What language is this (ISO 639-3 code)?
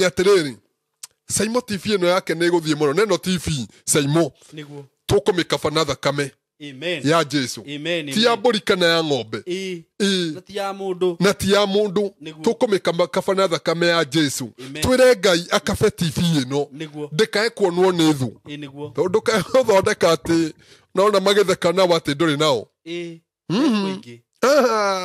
kik